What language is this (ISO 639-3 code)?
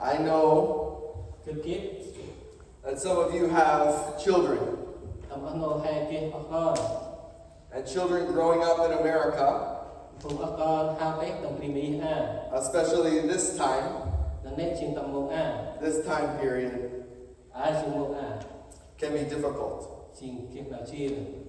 cmo